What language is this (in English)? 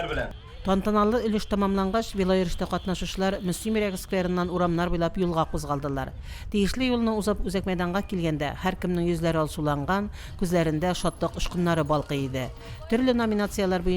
Tatar